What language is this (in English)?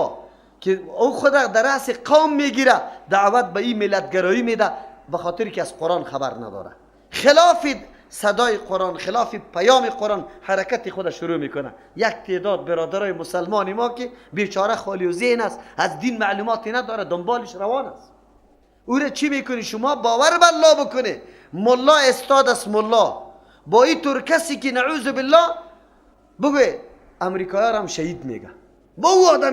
Persian